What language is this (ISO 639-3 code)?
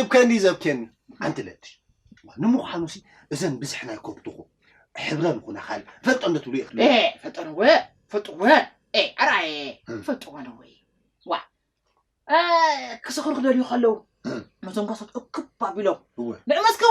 tir